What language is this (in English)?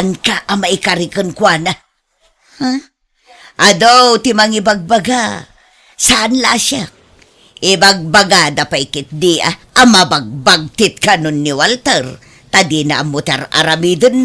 Iloko